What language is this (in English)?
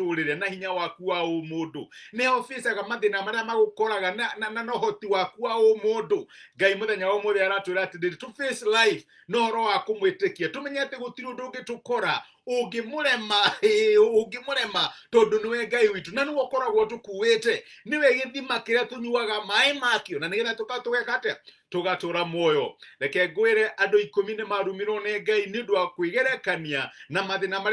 Kikuyu